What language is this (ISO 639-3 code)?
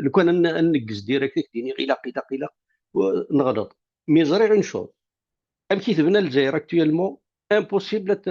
kab